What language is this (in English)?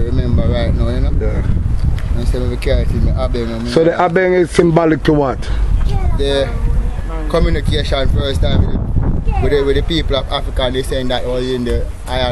Jamaican Creole English